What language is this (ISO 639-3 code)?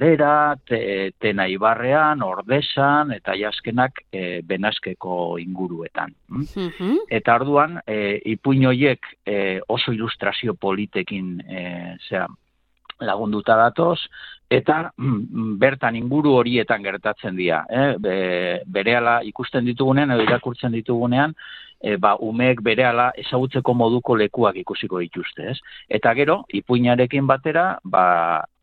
eus